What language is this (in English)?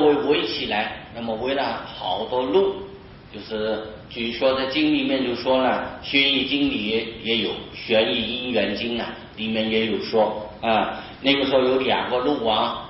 Chinese